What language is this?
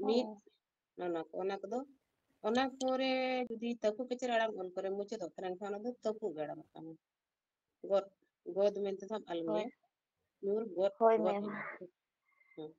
Santali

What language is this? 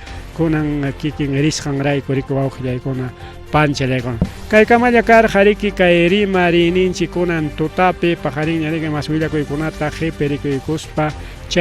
Ayacucho Quechua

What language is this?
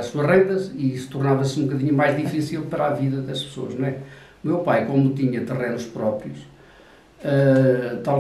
Portuguese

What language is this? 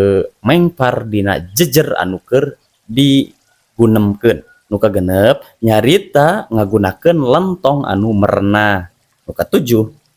Sundanese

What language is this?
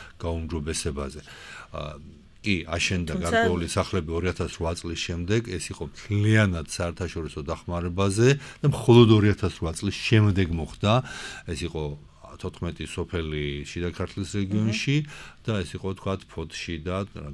Georgian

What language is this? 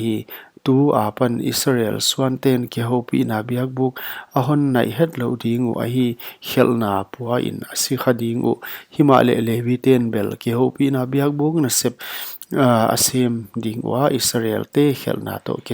Paite Chin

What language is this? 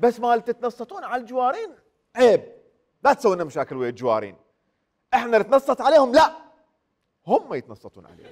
Mesopotamian Arabic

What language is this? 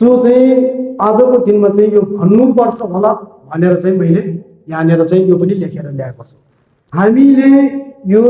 Nepali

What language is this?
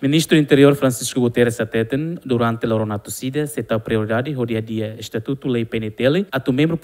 Tetum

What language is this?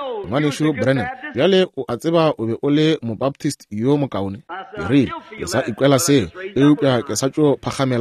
Northern Sotho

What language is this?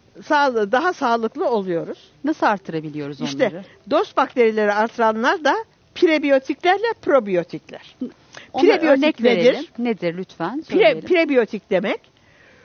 Turkish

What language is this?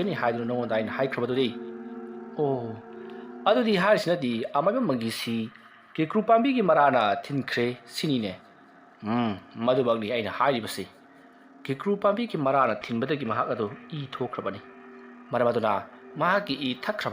Manipuri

